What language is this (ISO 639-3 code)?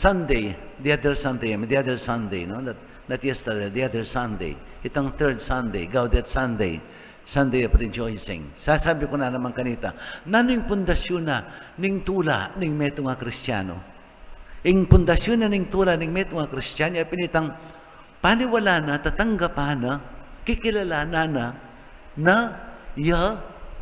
pam